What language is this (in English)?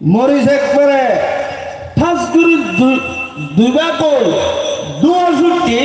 Rohingya